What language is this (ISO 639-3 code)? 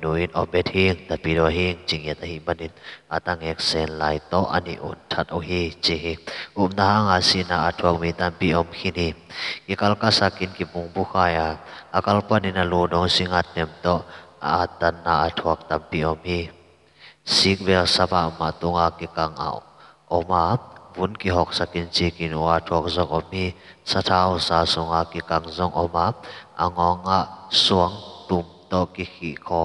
ctd